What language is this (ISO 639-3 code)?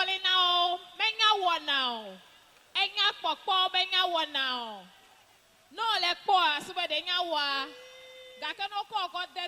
ewe